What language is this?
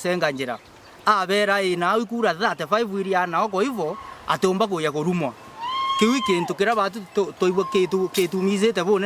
Meru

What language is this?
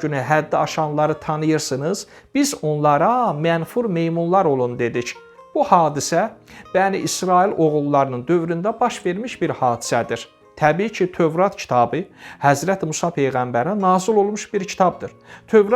Azerbaijani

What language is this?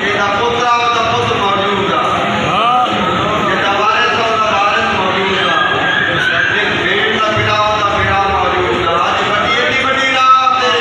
Saraiki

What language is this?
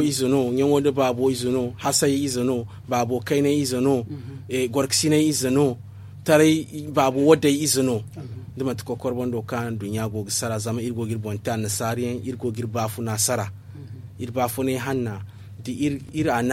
Zarma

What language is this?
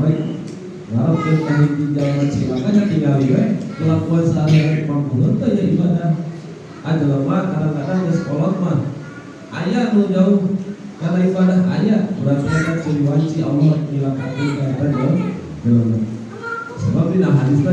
Sundanese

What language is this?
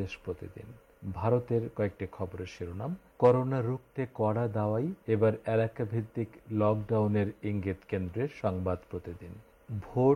Bangla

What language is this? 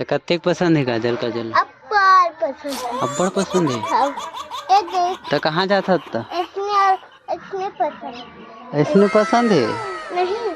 Chhattisgarhi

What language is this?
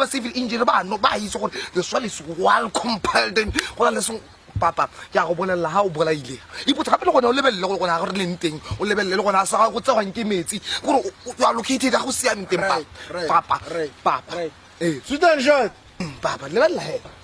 Tswana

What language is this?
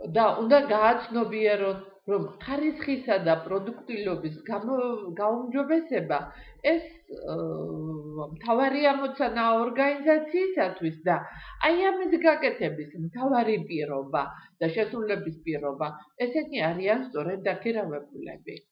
Georgian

